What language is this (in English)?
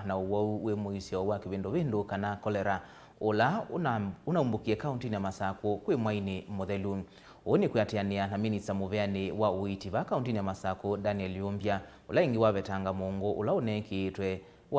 Kamba